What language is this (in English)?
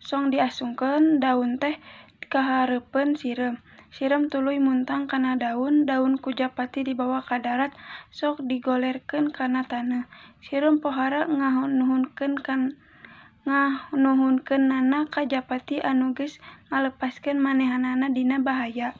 Sundanese